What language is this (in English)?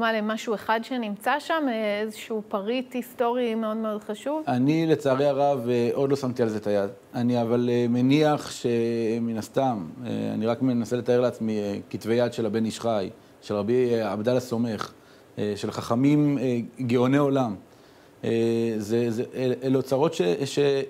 Hebrew